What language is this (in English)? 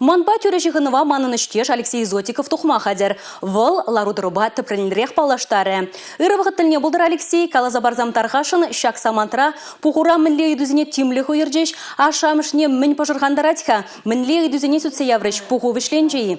Chuvash